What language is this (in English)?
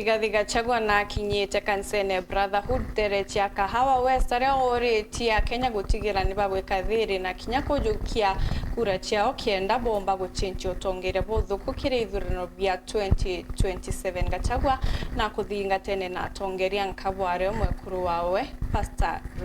Meru